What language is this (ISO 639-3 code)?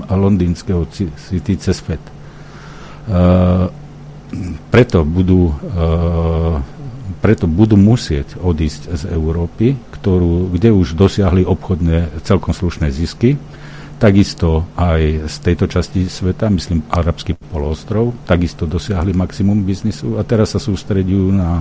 slk